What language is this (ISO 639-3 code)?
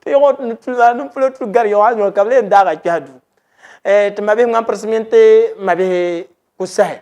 dag